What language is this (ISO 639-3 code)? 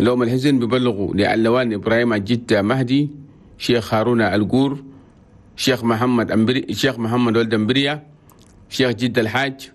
shu